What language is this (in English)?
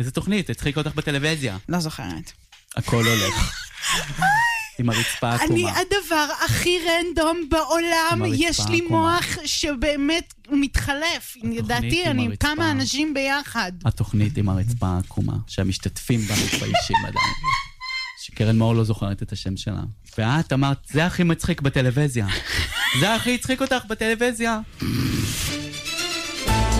Hebrew